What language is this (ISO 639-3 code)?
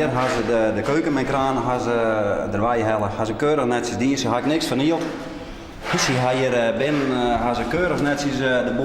fry